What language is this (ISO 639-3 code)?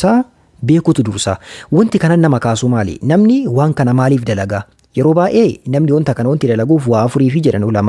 orm